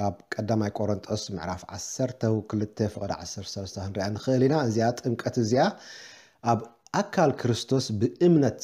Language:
Tigrinya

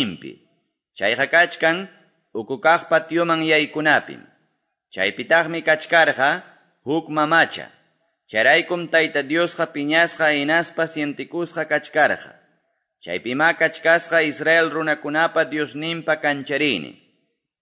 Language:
Quechua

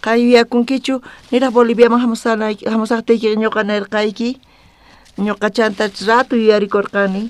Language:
South Bolivian Quechua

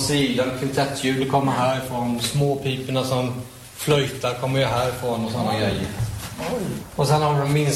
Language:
Swedish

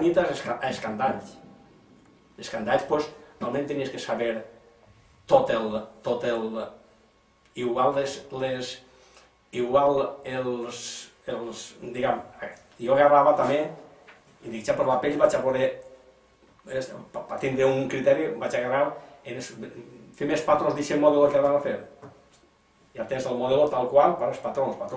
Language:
Catalan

